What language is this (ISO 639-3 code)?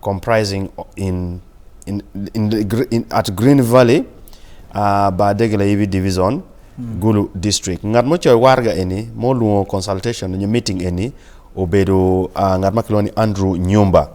ach